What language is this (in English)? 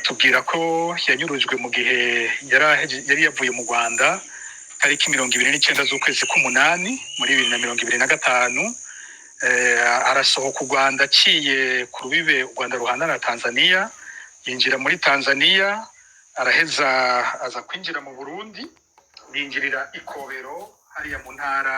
Rundi